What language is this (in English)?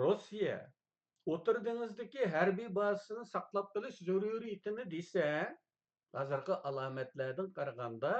Uyghur